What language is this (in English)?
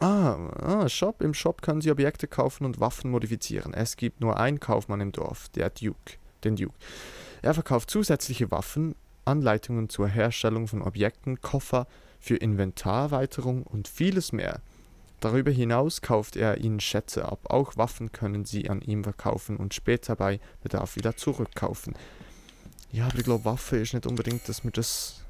Swiss German